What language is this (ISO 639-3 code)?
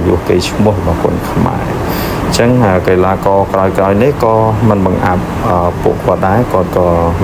khm